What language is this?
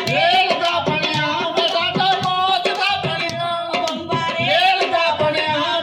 Dogri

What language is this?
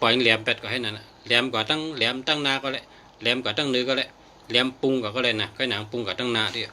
Shan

